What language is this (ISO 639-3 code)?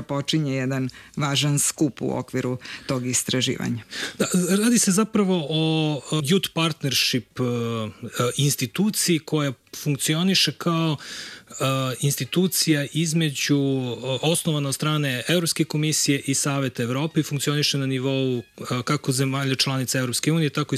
srp